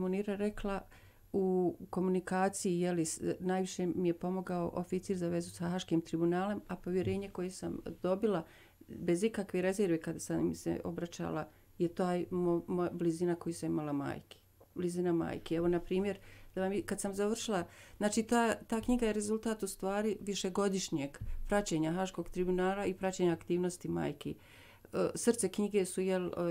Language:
Bosnian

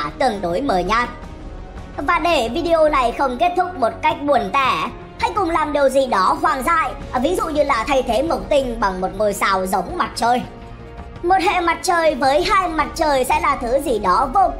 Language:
Vietnamese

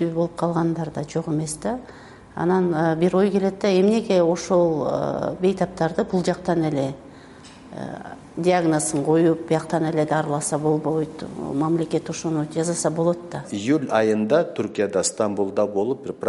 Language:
Kyrgyz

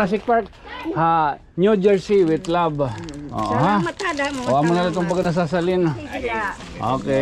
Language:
Waray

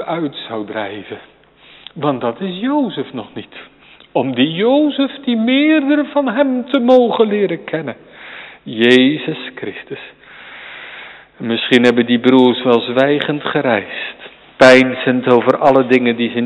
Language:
Dutch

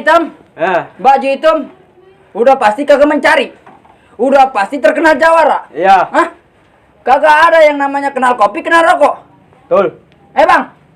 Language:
Betawi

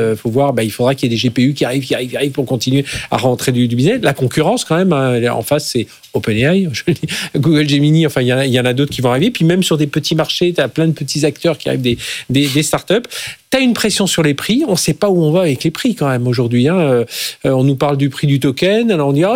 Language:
French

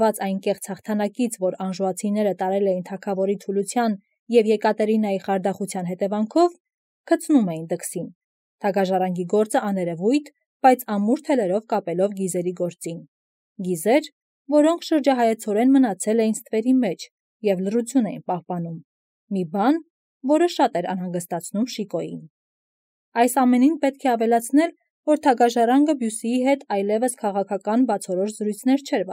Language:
Armenian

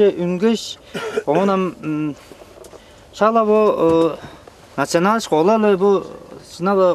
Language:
Tuvinian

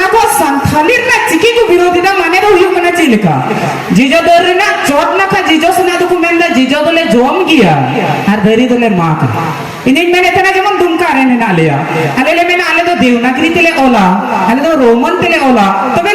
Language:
Santali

